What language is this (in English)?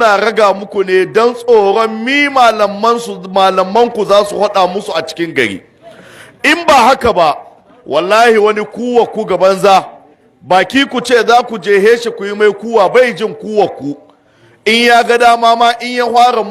Hausa